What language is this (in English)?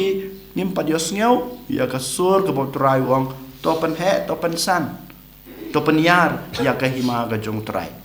Khasi